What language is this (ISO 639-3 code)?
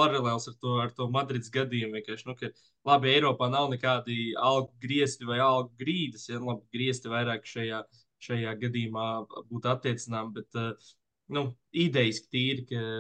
lav